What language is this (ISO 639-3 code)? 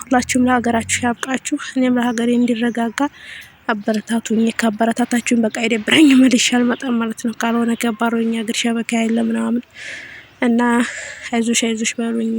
amh